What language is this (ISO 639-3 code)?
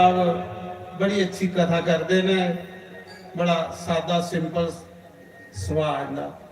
doi